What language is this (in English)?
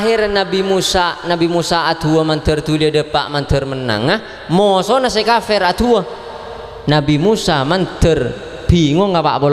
Madurese